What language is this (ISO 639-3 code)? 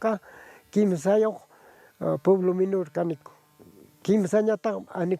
quy